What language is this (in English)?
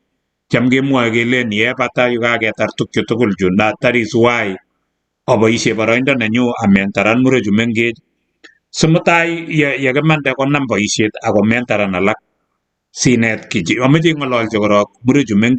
Kalenjin